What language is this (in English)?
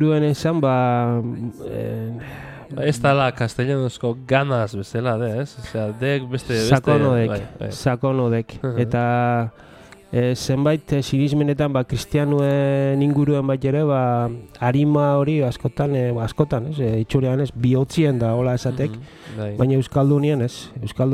Basque